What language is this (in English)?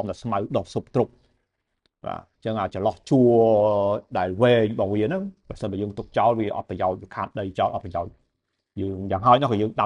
Khmer